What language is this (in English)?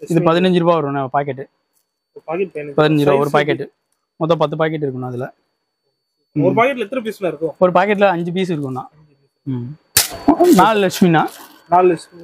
Tamil